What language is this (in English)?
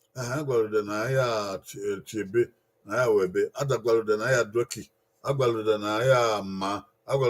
Bini